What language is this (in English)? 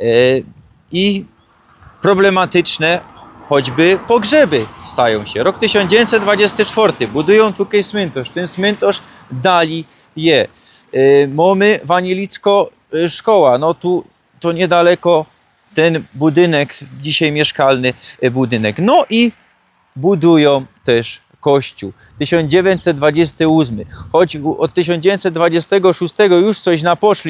Silesian